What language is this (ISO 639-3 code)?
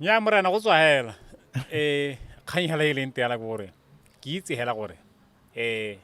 tsn